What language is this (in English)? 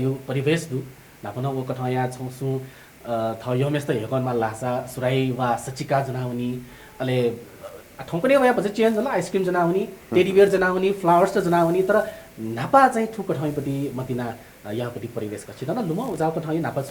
Newari